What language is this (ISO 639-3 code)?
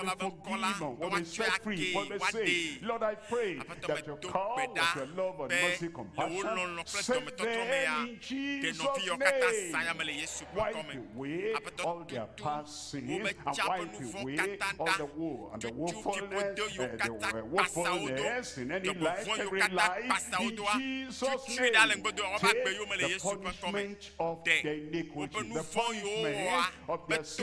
ewe